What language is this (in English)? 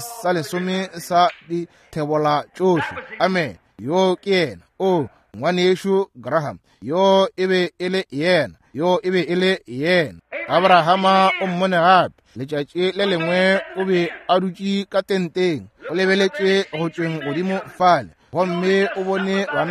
Northern Sotho